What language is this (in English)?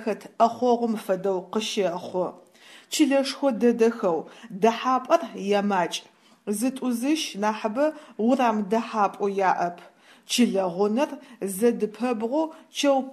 Adyghe